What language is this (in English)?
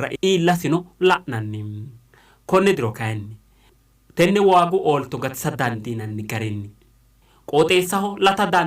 Sidamo